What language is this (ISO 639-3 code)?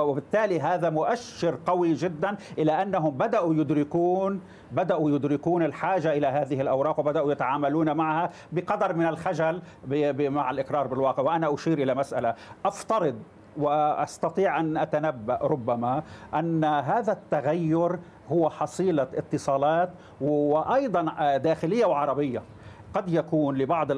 ara